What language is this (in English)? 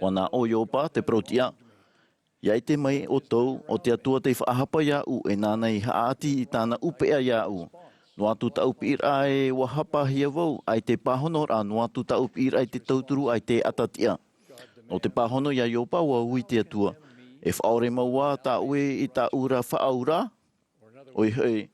Tahitian